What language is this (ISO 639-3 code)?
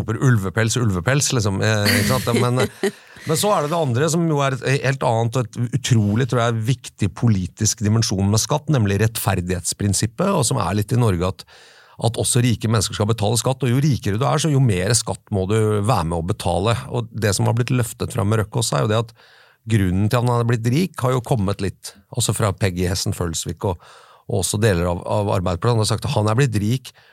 nor